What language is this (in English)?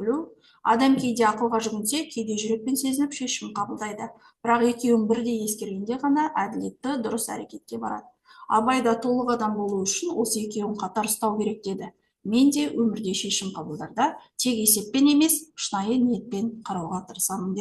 Kazakh